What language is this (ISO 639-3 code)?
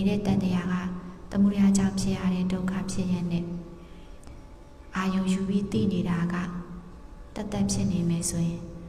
mya